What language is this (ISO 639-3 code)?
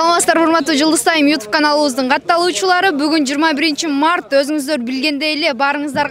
kir